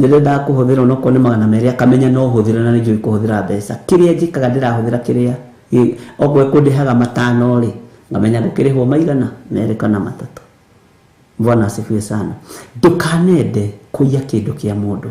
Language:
Kikuyu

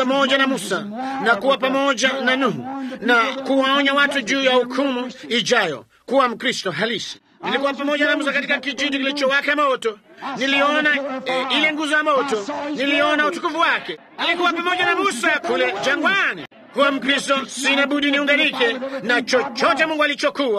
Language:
Swahili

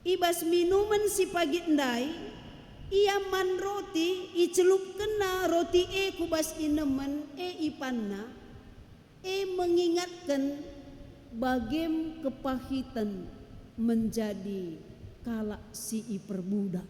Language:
Batak Karo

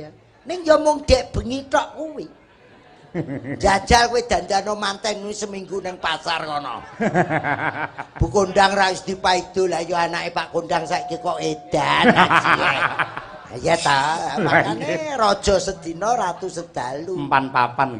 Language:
Javanese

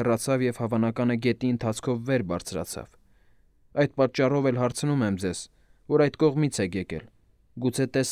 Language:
Armenian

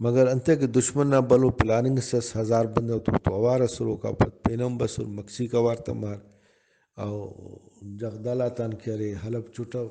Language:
Brahui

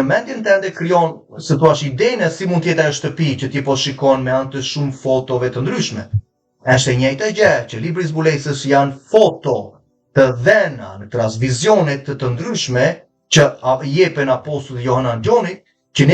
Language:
Albanian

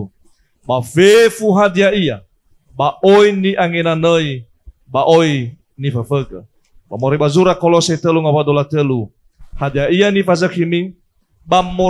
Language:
Nias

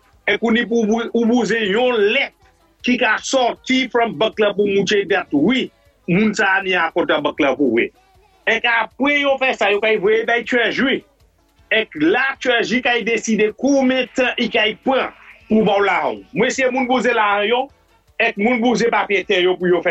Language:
Saint Lucian Creole French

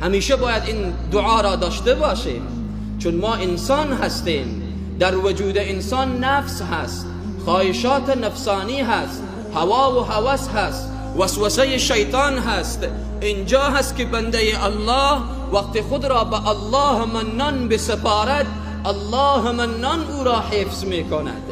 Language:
Persian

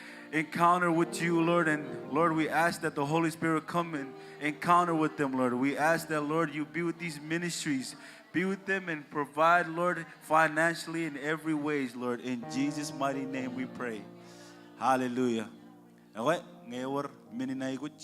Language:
Marshallese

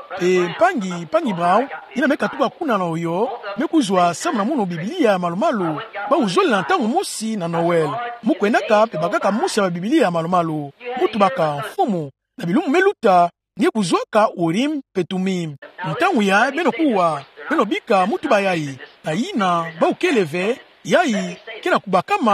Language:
Kituba (Democratic Republic of Congo)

